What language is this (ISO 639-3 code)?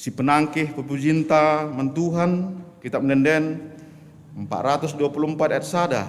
btx